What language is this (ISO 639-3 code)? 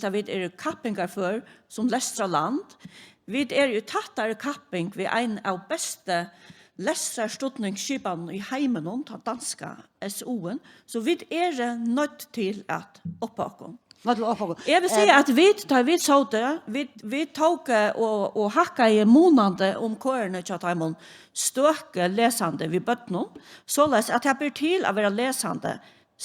fao